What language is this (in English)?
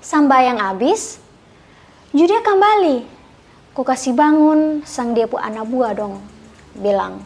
Kupang Malay